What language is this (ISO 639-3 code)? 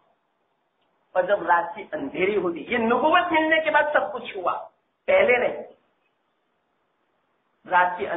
urd